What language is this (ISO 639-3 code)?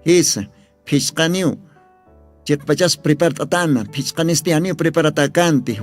aym